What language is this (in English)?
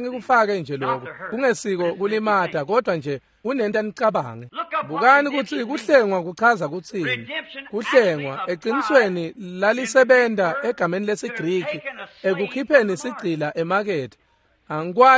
Swati